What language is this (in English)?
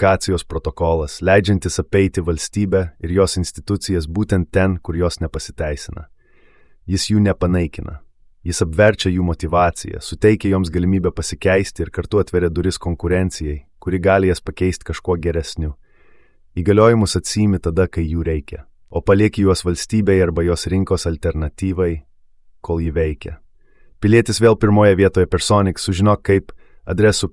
Lithuanian